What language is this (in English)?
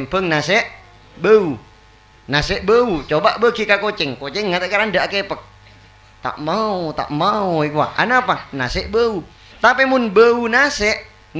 Madurese